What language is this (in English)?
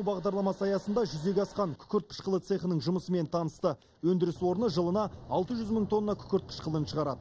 Kazakh